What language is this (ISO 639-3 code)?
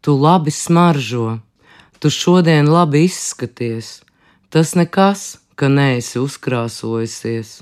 lav